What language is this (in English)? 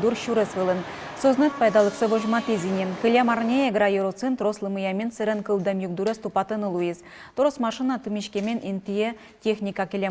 Udmurt